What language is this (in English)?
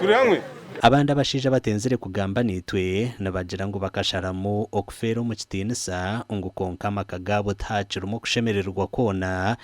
Nyankole